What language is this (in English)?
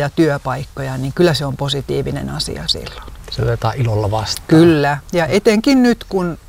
Finnish